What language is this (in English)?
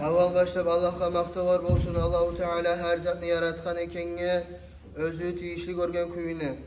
Kumyk